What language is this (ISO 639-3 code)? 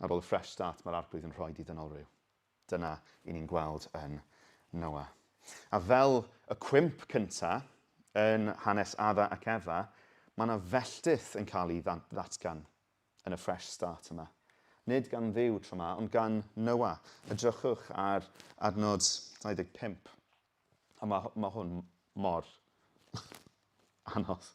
cym